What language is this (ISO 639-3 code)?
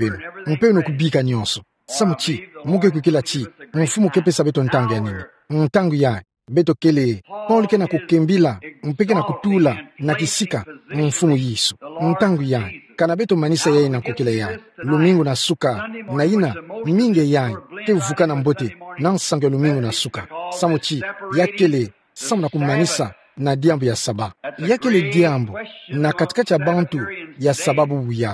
ktu